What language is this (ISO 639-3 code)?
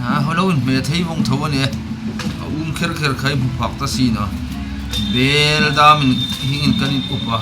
hmr